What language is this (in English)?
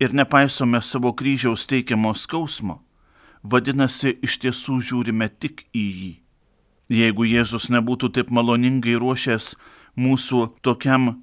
Lithuanian